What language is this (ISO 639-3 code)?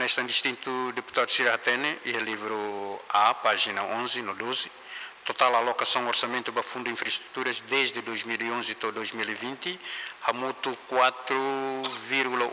tet